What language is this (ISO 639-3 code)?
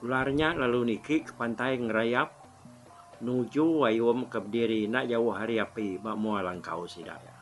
iba